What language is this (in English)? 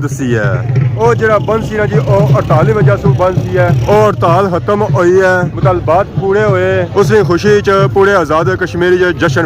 Pahari-Potwari